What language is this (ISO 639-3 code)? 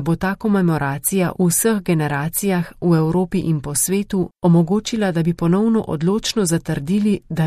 slv